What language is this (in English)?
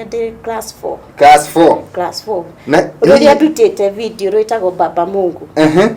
Kikuyu